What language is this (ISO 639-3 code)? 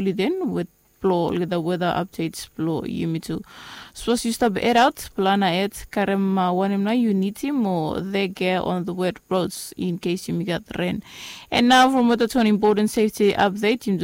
bis